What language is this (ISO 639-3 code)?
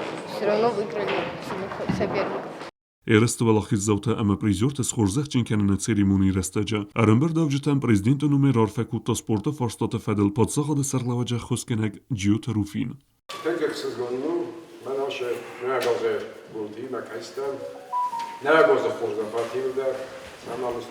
oss